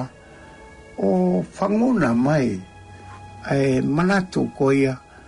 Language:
Tongan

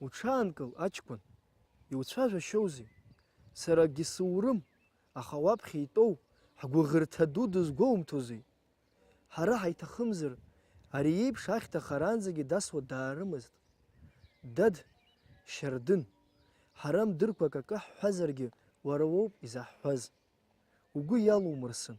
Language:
Abkhazian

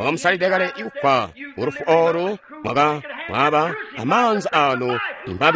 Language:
Tonga (Zambia)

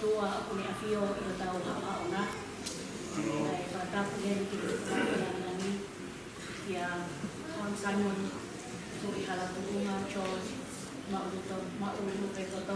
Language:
Tongan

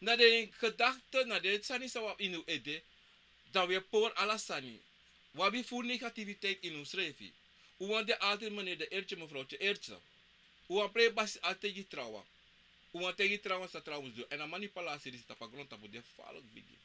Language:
Sranan Tongo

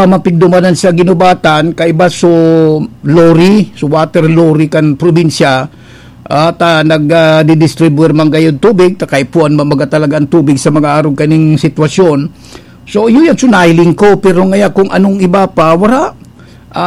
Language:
Bikol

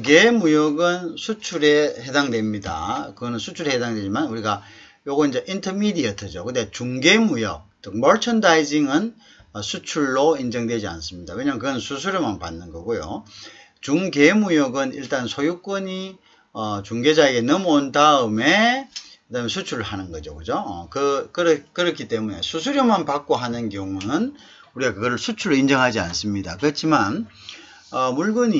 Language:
Korean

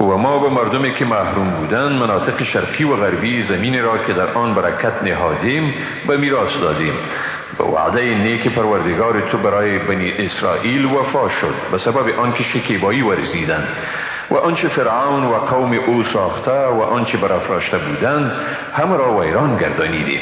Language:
Persian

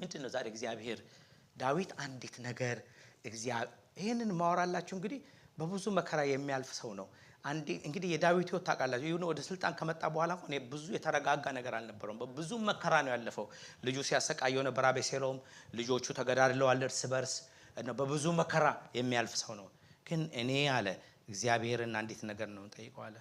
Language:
Amharic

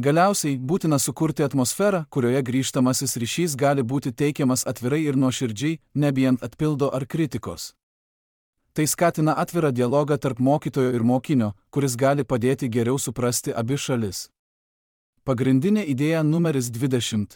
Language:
Lithuanian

